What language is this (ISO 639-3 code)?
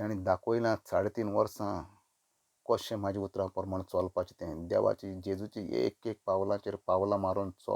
kok